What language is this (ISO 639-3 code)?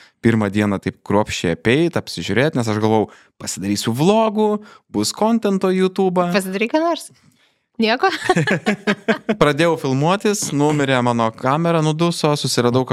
lit